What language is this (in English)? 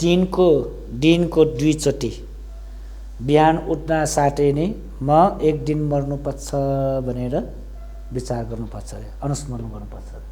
Nepali